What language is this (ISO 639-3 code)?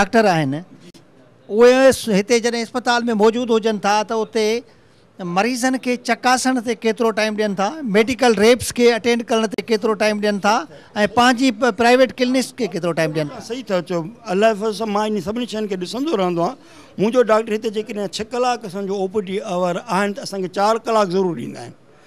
snd